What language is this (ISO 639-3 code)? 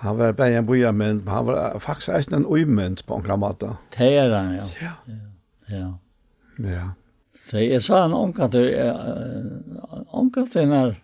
fao